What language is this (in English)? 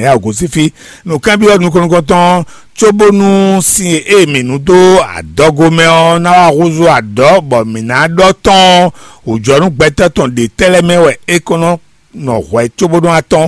Fon